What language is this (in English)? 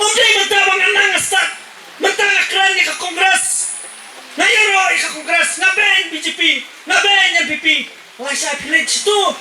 Khasi